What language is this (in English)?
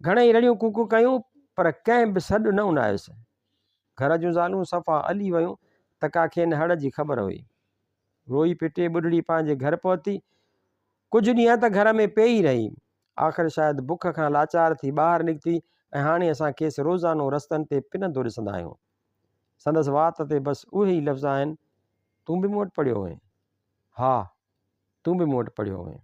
Sindhi